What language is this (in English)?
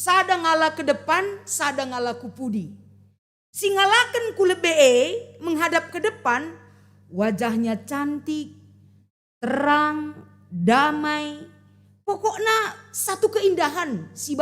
Batak Karo